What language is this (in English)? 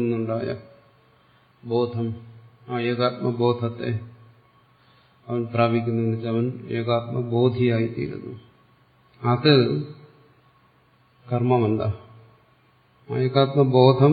Malayalam